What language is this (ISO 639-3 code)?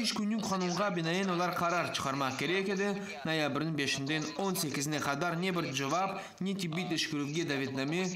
crh